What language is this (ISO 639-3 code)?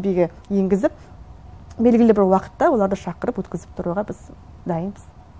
kaz